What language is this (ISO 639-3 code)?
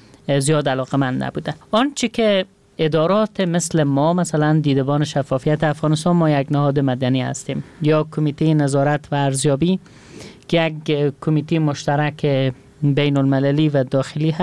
fas